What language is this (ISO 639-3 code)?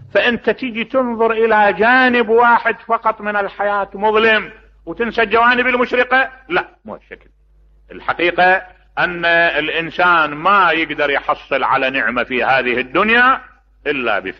acm